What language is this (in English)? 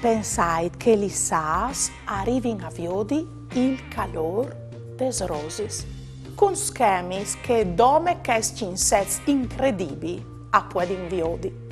Friulian